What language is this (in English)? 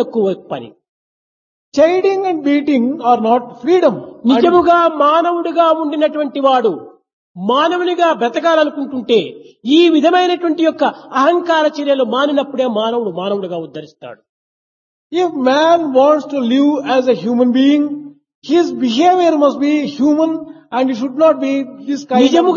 Telugu